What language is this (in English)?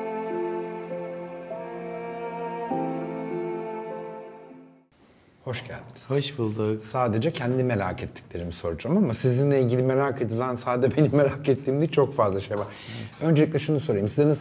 Turkish